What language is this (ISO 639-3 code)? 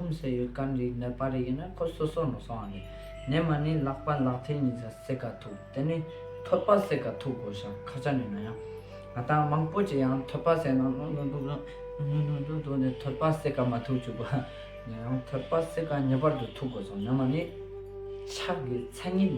lbj